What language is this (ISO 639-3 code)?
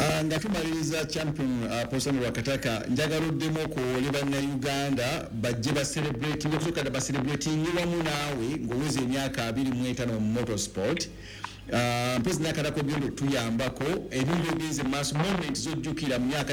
lug